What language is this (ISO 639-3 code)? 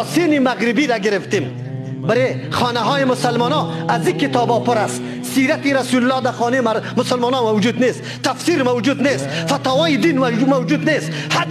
fas